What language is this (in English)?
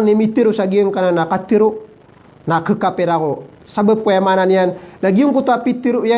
Maranao